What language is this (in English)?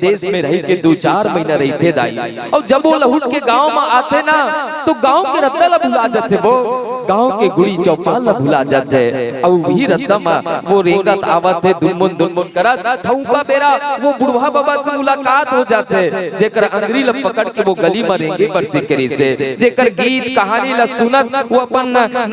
Chhattisgarhi